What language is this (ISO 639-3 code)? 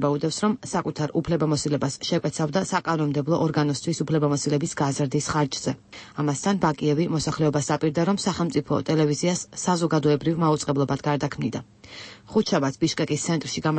kat